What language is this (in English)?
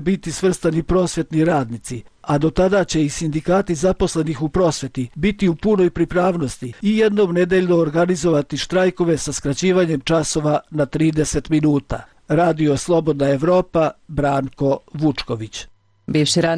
Serbian